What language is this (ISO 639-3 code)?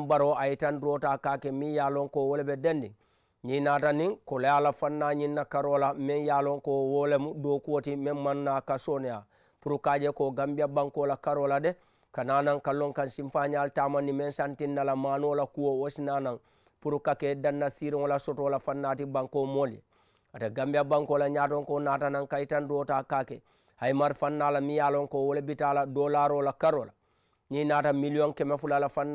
man